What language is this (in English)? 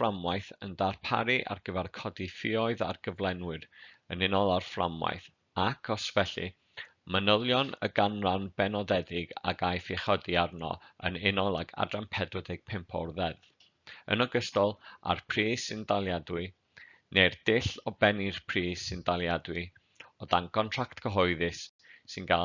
Welsh